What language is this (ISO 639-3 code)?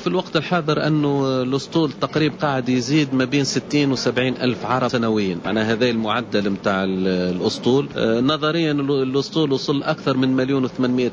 aeb